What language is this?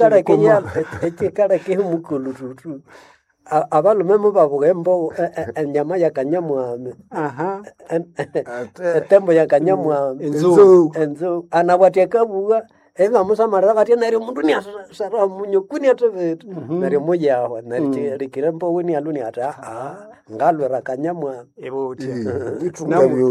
Nande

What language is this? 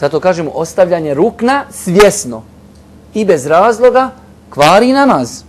Bosnian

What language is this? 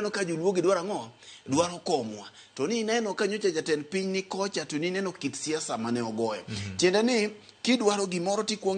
Luo (Kenya and Tanzania)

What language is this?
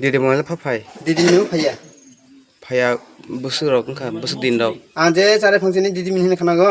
Kok Borok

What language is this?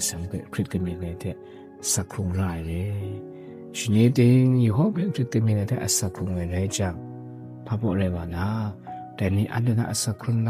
Kachin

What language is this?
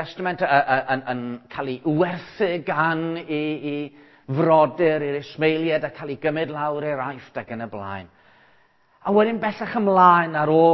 Welsh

